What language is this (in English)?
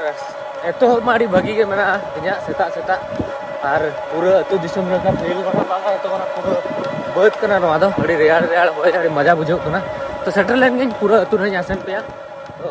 Santali